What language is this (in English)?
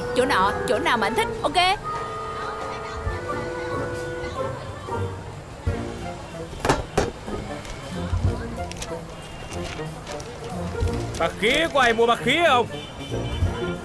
Vietnamese